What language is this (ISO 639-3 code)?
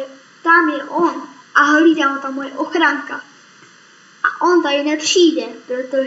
ces